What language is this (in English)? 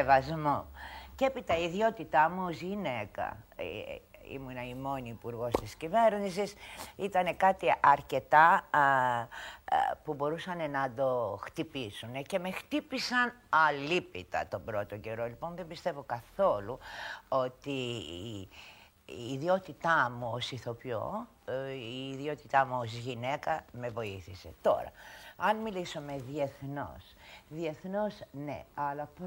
Greek